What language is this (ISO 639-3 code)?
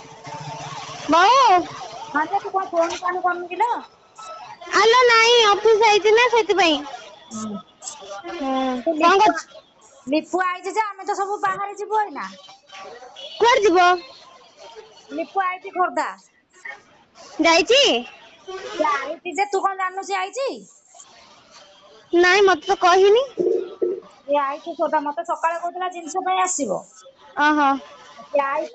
ori